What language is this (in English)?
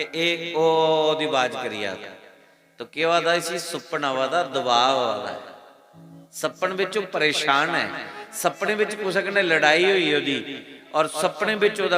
Dogri